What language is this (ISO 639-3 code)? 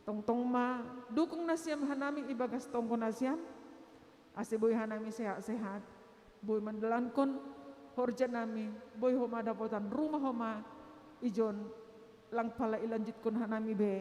bts